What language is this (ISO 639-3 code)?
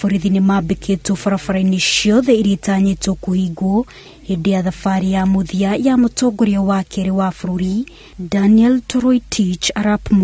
kik